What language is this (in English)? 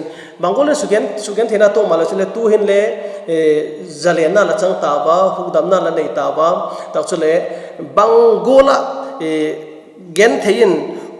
Vaiphei